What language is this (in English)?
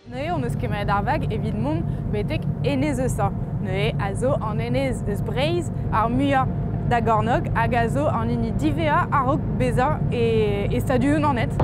Breton